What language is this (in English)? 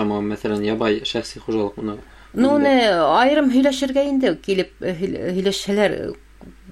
Bashkir